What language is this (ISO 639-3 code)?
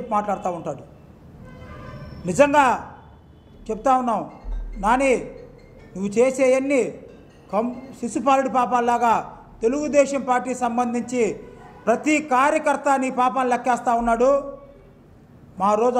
tel